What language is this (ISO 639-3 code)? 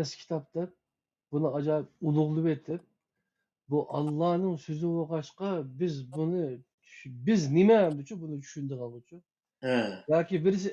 uig